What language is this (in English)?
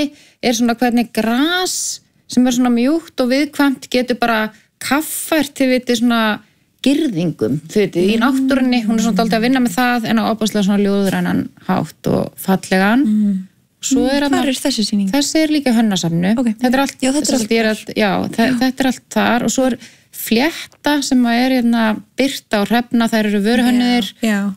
Icelandic